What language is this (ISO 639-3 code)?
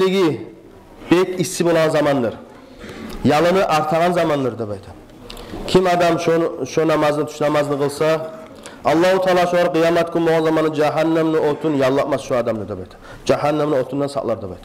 kum